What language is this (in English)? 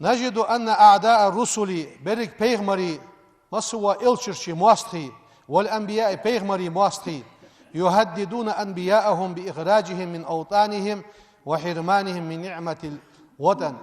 Ingush